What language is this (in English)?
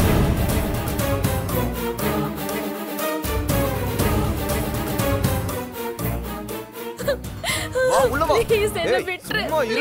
Tamil